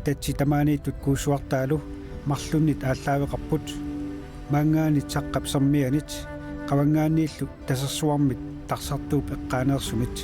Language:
Kalaallisut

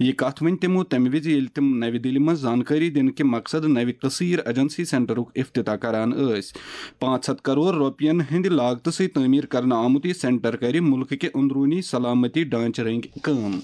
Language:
Kashmiri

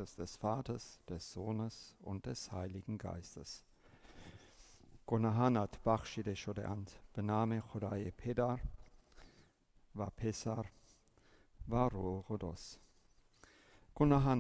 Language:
Persian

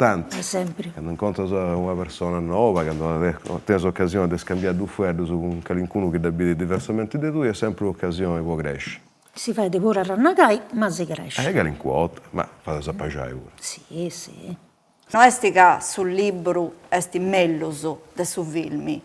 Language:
Sardinian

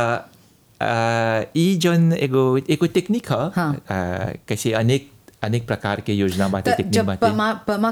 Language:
Bhojpuri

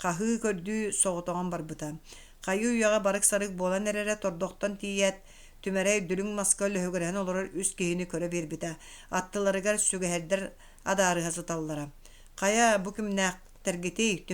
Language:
Yakut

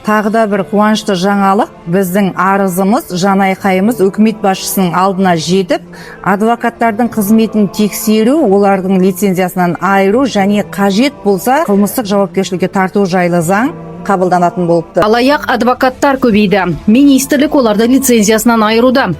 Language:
Kazakh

